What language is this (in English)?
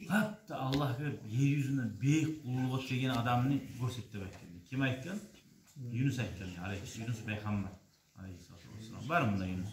Kumyk